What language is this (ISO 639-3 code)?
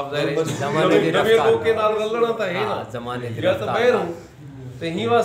skr